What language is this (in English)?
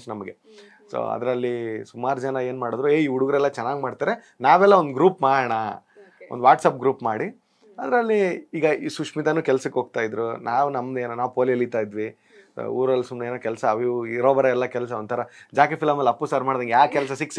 Kannada